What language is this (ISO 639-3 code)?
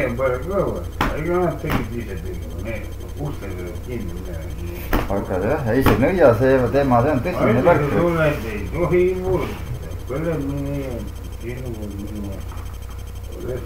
est